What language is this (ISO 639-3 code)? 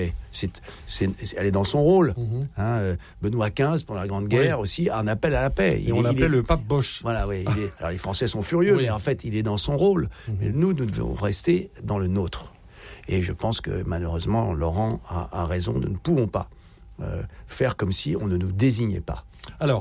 fra